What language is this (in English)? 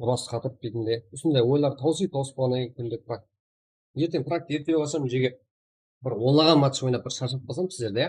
Kara-Kalpak